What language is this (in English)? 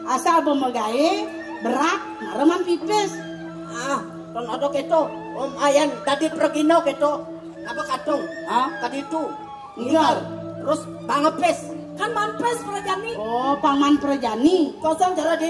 Balinese